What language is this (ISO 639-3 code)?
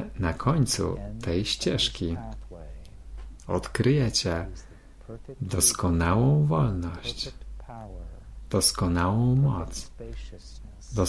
pol